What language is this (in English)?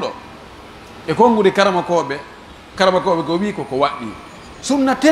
Pular